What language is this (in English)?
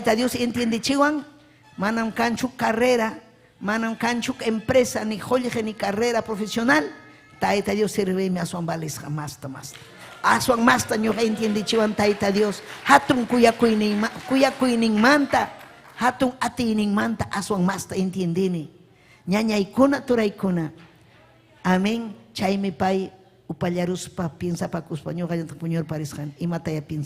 Ayacucho Quechua